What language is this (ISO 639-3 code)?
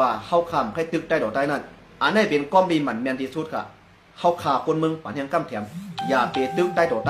shn